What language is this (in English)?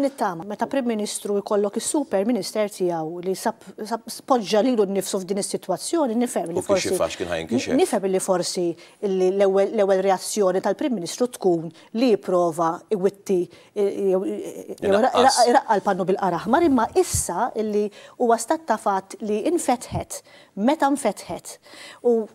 Maltese